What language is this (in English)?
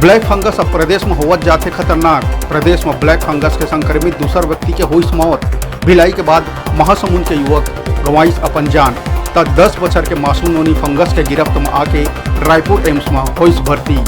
Chhattisgarhi